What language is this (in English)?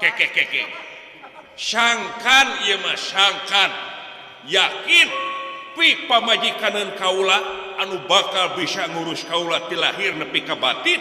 Sundanese